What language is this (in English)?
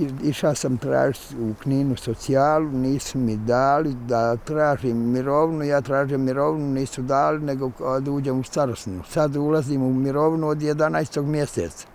Bosnian